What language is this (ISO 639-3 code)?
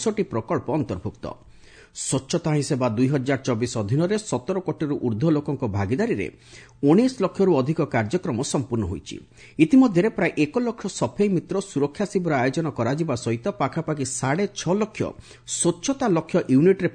ori